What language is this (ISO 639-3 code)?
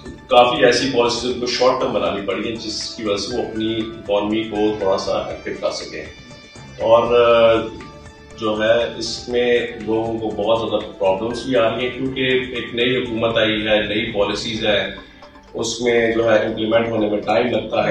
urd